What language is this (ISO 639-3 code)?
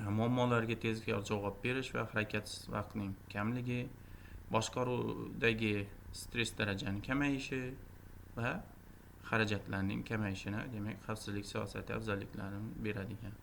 uzb